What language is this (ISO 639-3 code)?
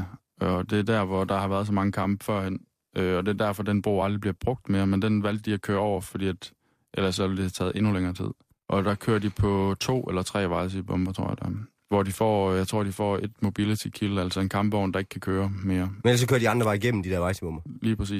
dan